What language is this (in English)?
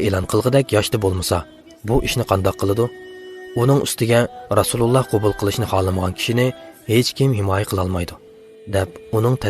Uyghur